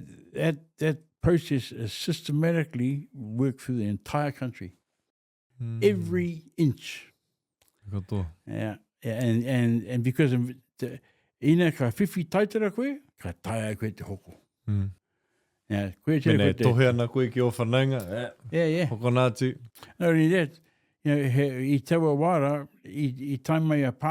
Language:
Māori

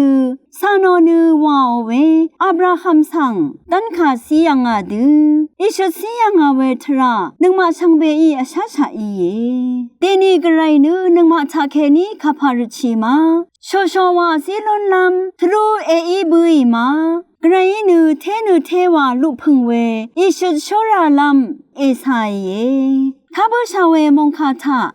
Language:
Rawang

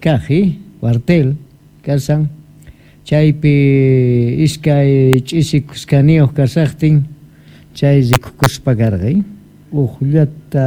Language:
South Bolivian Quechua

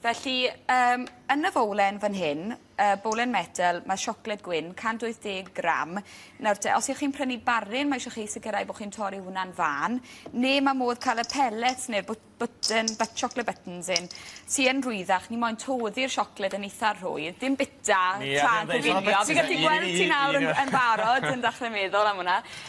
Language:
Welsh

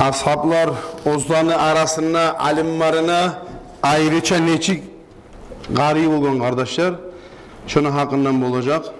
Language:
Kumyk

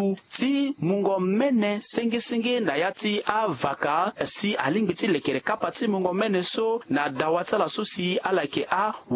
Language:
Sango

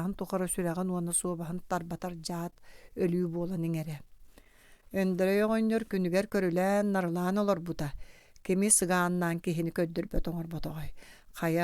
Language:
Yakut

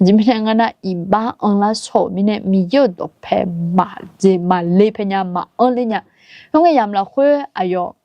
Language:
Akha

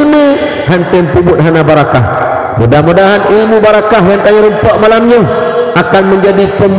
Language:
Achinese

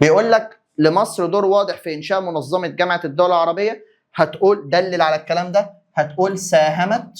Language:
Egyptian Arabic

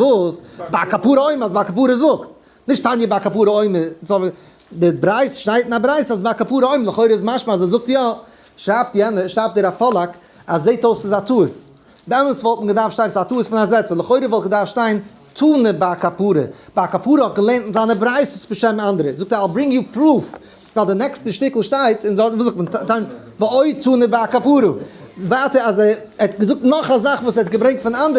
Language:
Yiddish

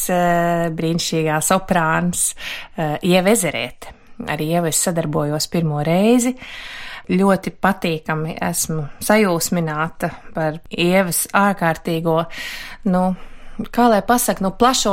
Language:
Latvian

